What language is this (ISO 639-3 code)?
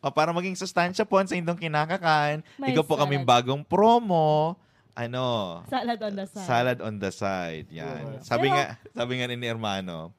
bik